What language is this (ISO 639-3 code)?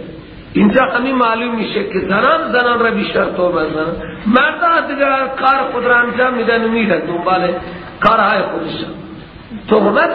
fas